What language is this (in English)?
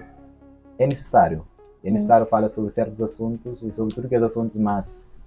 Kabuverdianu